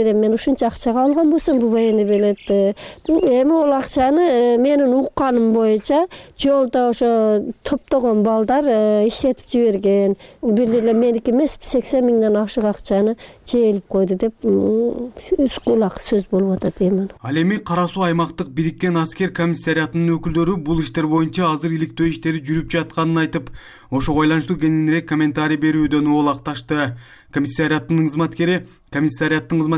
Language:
Kyrgyz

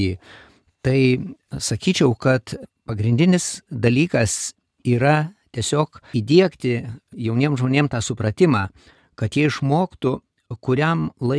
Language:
Lithuanian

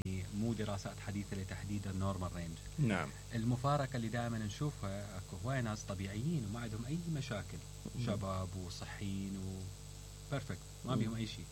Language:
Mesopotamian Arabic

